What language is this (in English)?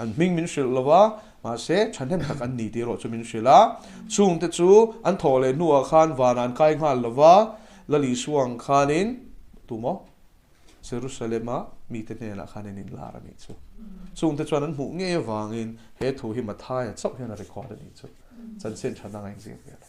Mizo